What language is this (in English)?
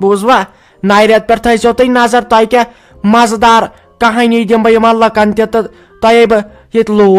Kashmiri